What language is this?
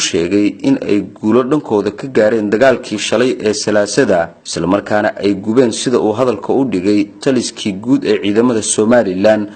Somali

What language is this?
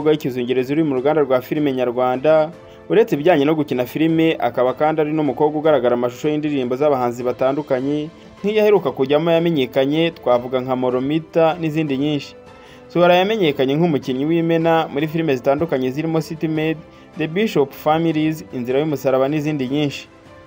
Kinyarwanda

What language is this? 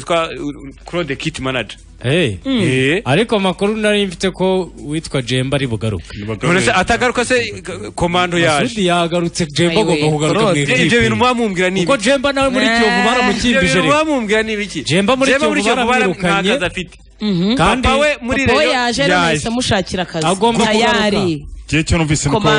Kinyarwanda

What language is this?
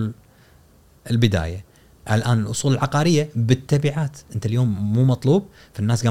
Gulf Arabic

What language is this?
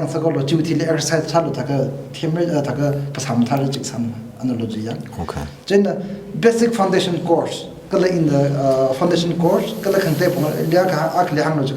Tangkhul Naga (India)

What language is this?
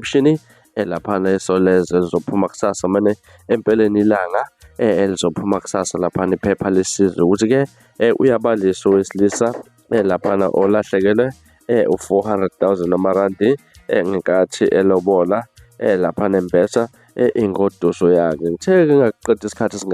Zulu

